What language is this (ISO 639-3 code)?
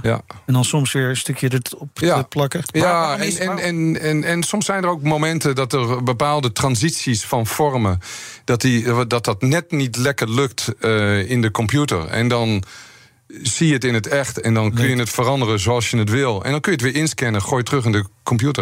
nld